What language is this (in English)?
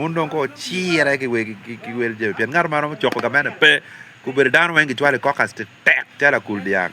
Acoli